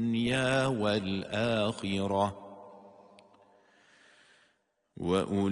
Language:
Arabic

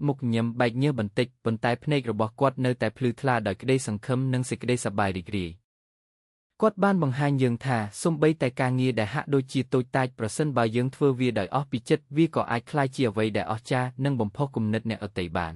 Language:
Khmer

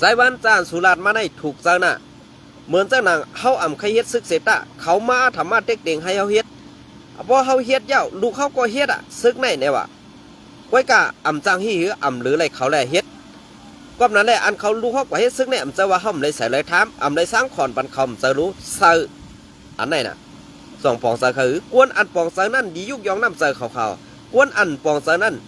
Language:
Shan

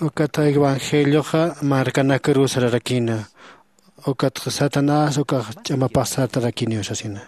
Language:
Aymara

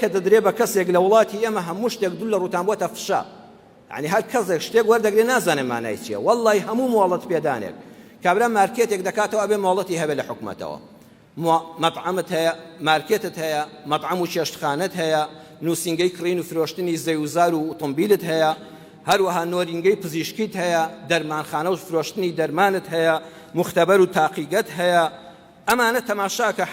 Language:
Central Kurdish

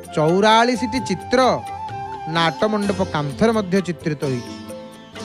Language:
Odia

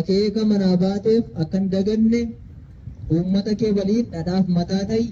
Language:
Oromo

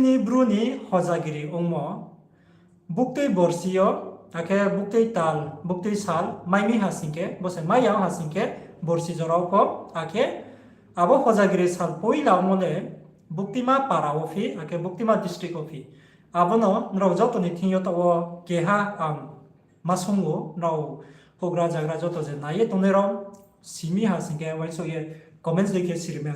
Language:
Riang (India)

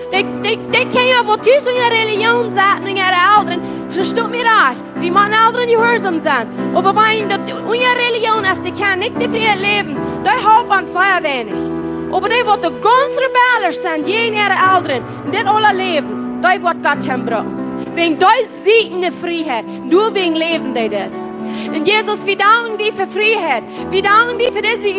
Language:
Plautdietsch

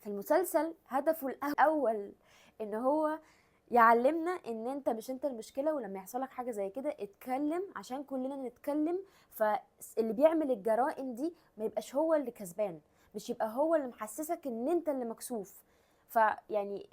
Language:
Egyptian Arabic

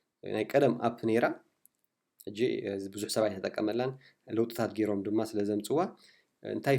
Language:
Tigrinya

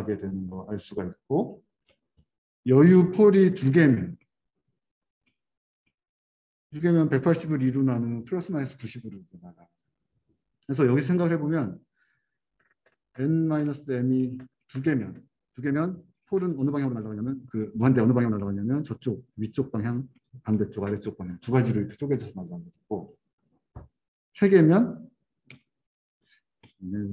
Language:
Korean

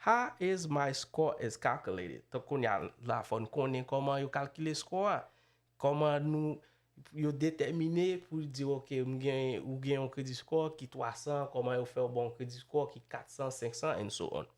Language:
Haitian Creole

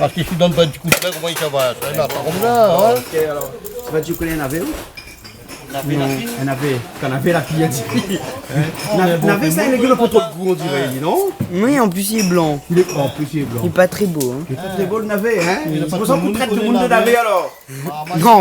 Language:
Réunion Creole French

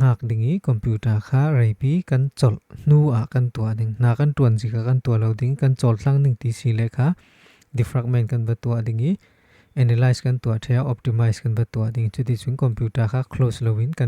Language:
Falam Chin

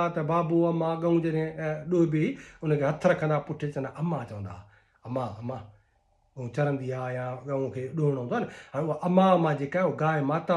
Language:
Sindhi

